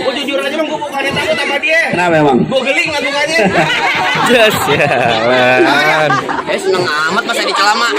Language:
Betawi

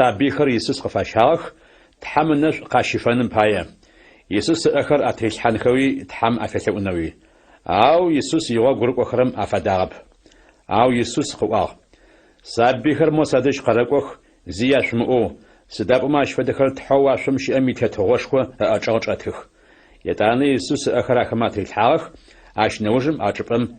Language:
Adyghe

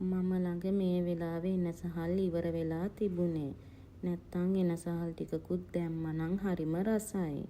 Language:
Sinhala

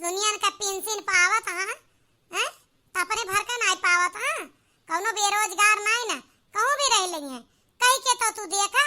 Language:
Awadhi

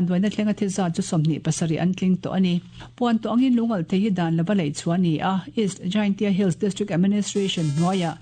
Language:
Mizo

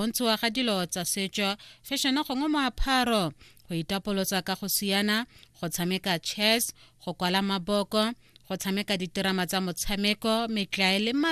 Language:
Tswana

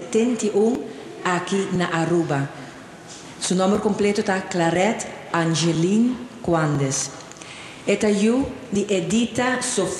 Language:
Papiamento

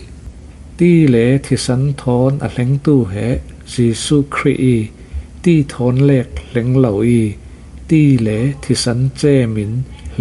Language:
Falam Chin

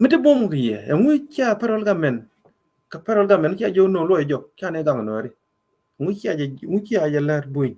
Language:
Nuer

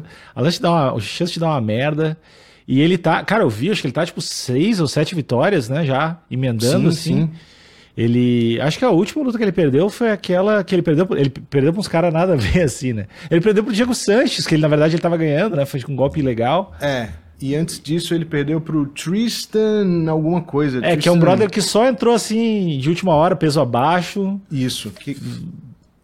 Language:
Portuguese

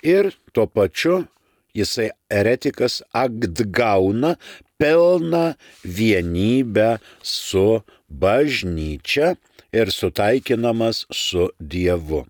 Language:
Lithuanian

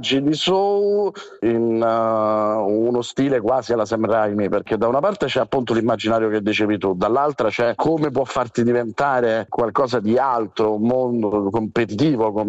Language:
Italian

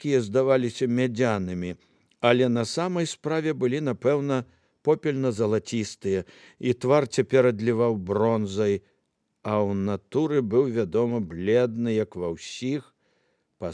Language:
Belarusian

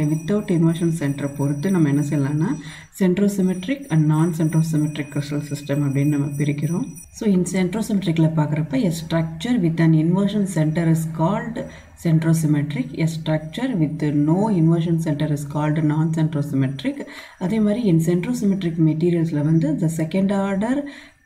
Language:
Tamil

